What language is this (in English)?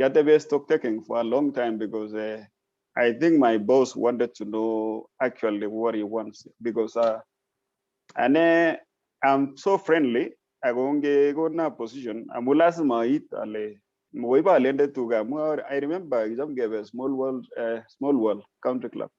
Kalenjin